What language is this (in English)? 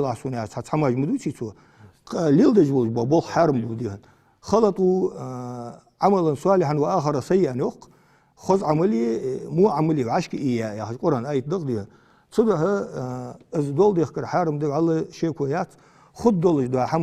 Ingush